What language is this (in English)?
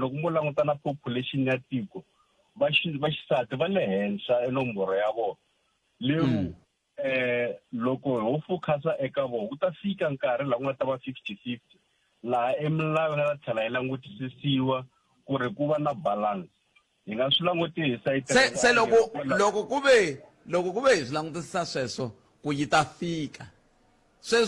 Tsonga